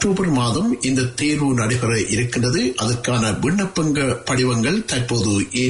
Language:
Tamil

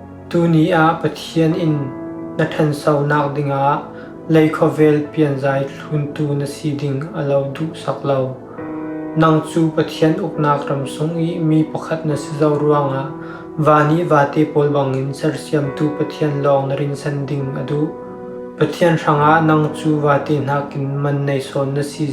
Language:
Falam Chin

